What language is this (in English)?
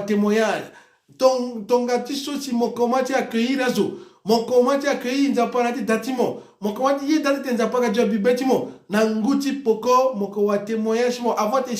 Sango